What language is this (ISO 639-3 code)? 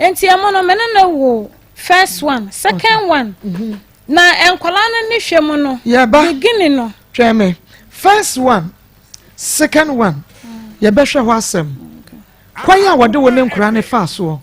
aka